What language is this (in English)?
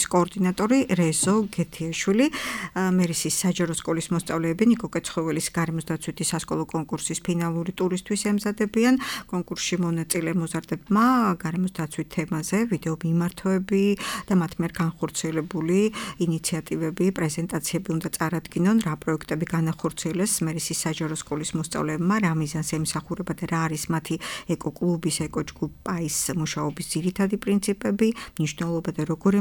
Georgian